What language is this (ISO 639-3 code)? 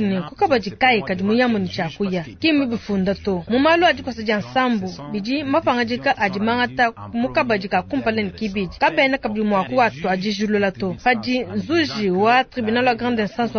lua